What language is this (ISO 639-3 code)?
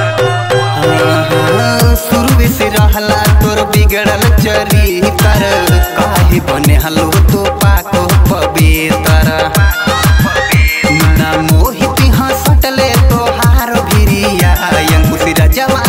bho